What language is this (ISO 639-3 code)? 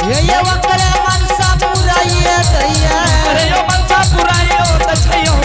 anp